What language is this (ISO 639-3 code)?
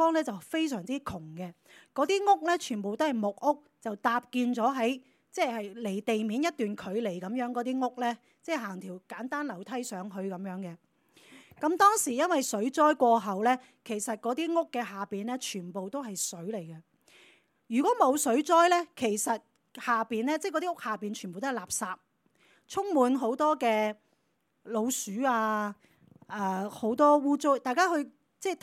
yue